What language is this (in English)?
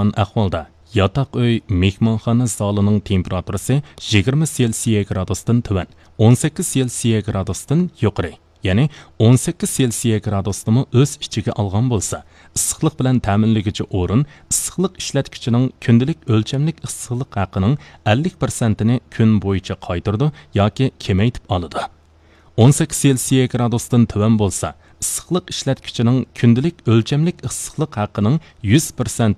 Uyghur